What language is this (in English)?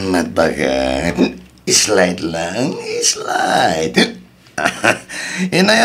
Iloko